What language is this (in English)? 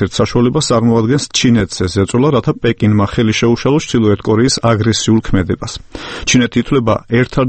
Georgian